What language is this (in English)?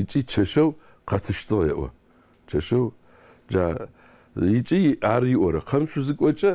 Adyghe